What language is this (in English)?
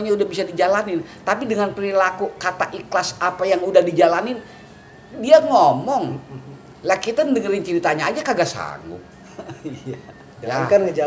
Betawi